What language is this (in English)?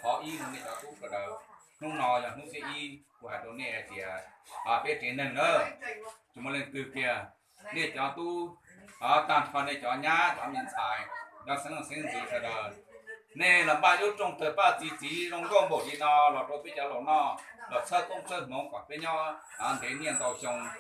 Hmong